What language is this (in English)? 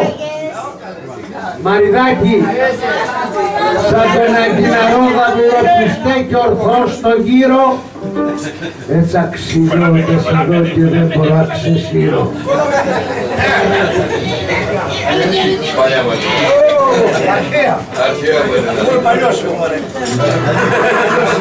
Greek